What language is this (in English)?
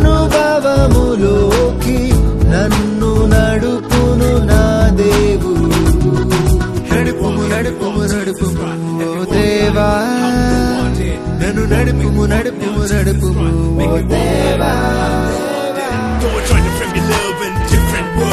Telugu